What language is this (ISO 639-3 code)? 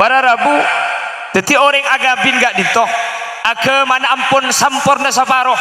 mad